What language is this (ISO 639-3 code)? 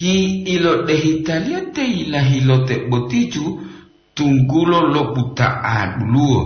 gor